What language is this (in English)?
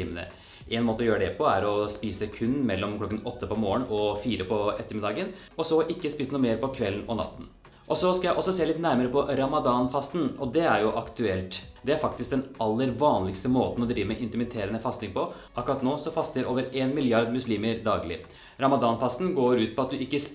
Norwegian